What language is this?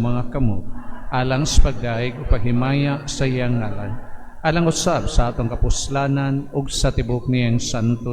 Cebuano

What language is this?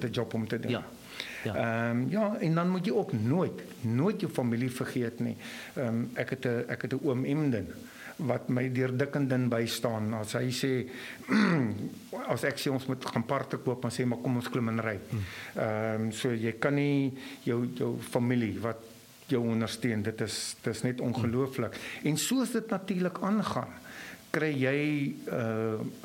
Afrikaans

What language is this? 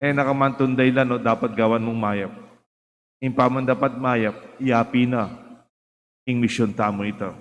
Pampanga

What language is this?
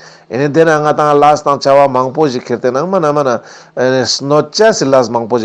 Ladakhi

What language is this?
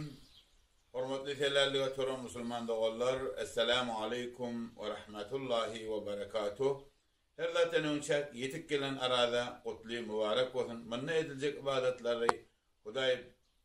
Turkmen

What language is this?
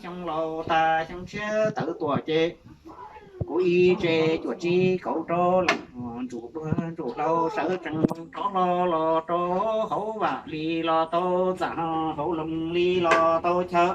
Hmong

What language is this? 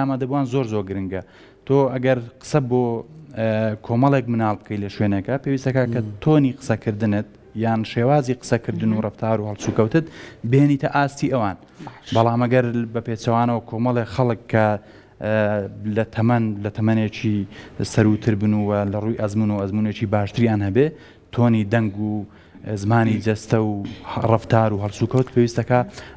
Central Kurdish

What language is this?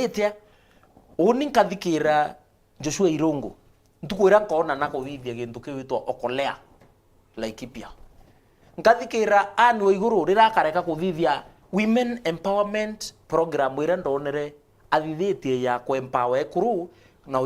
Meru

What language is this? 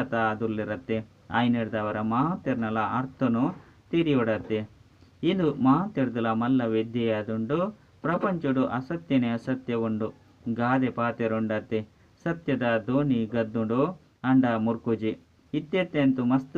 Tulu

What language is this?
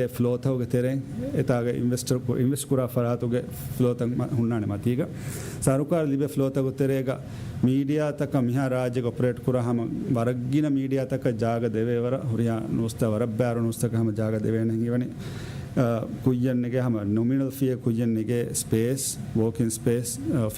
Divehi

